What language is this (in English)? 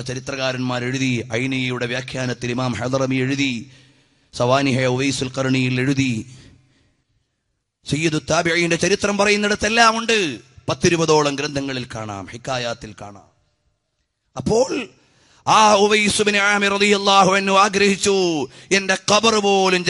Malayalam